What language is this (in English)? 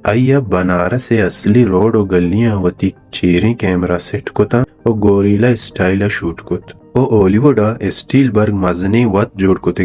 Baluchi